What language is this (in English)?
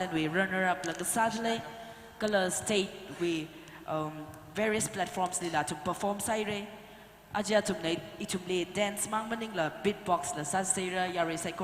Tangkhul Naga (India)